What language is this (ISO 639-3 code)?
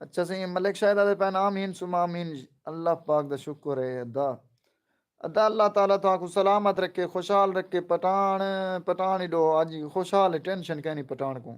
skr